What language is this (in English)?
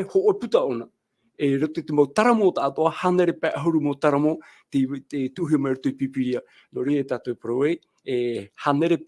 Tahitian